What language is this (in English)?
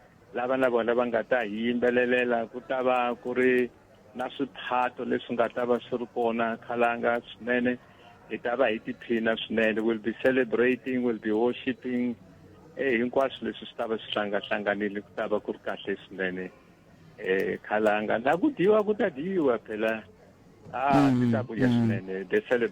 Tsonga